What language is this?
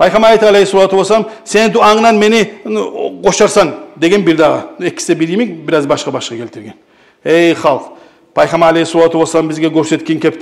Kumyk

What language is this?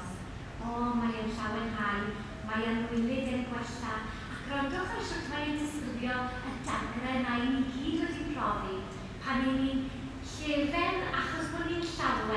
Welsh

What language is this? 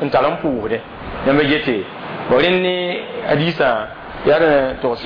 Mossi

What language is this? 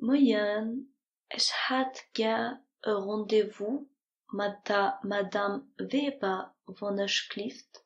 Luxembourgish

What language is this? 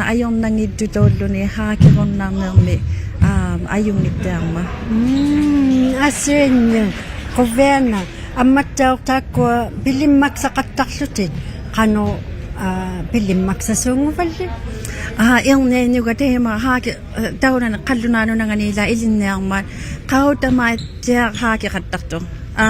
Inuktitut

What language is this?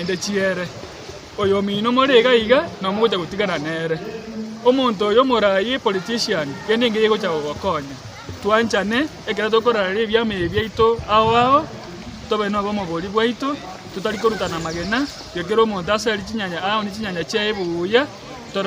Gusii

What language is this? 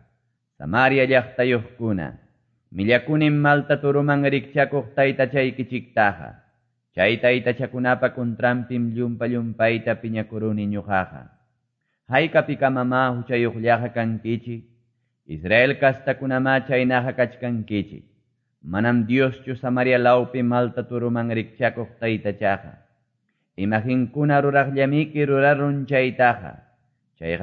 Quechua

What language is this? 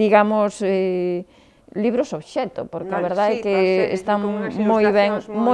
Galician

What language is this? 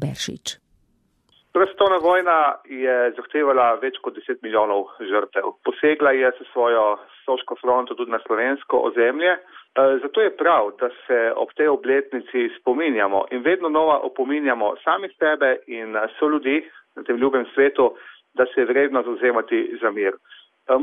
Slovenian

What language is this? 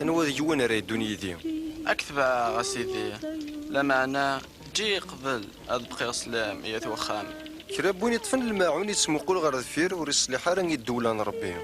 Kabyle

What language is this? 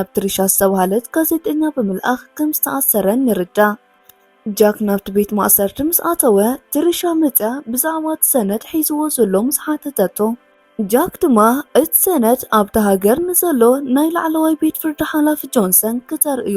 Tigrinya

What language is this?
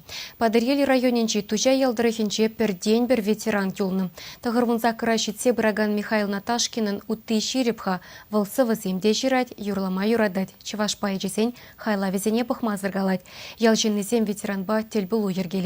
Chuvash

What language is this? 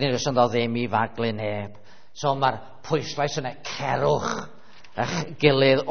Welsh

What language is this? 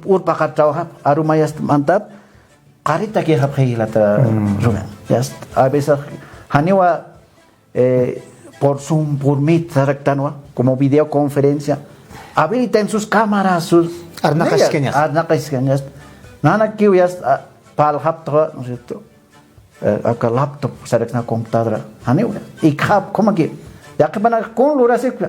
Aymara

